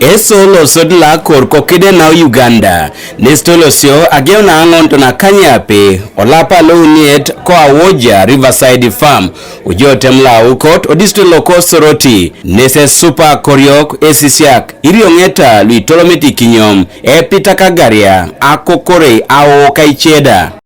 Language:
Teso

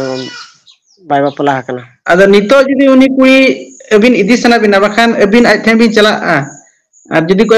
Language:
Santali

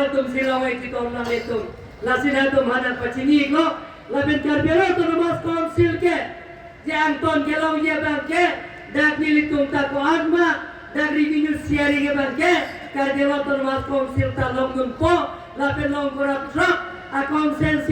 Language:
Karbi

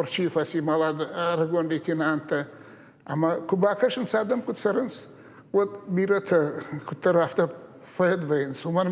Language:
Ossetic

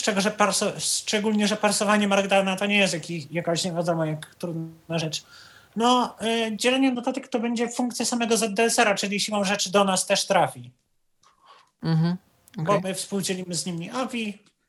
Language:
Polish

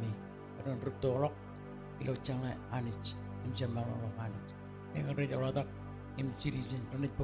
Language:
Marshallese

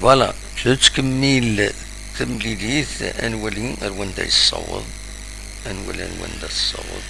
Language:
Kabyle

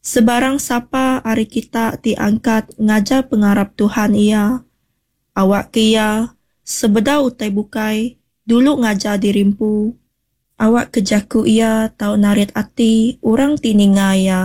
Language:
Iban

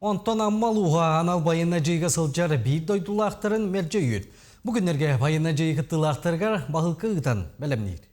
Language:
Yakut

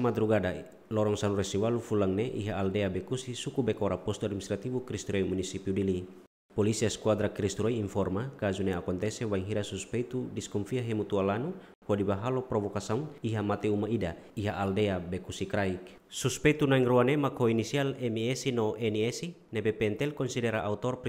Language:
Tetum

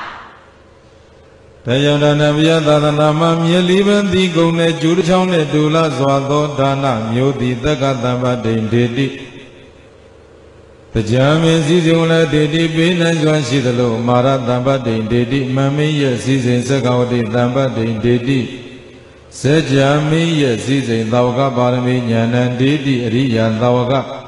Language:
Burmese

